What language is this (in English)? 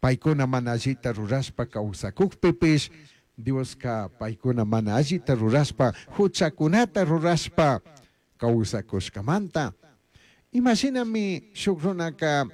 Chimborazo Highland Quichua